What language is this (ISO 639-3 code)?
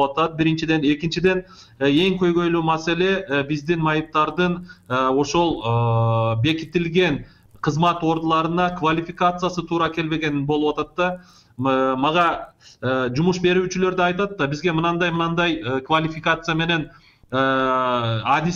kir